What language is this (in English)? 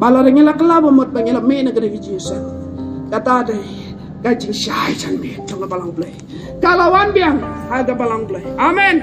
Khasi